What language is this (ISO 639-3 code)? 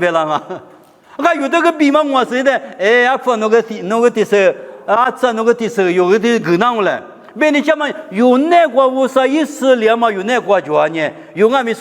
lis